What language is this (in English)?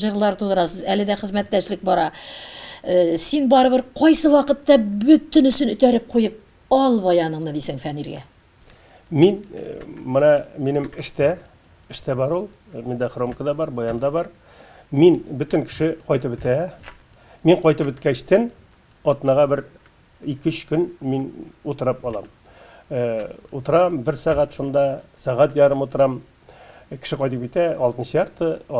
Tatar